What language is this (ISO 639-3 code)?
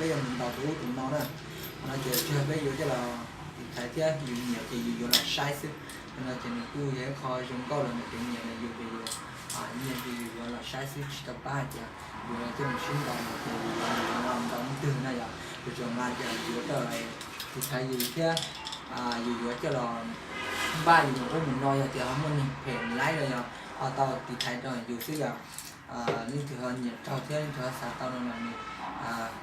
hmn